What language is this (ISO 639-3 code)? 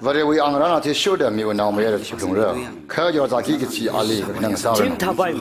nmf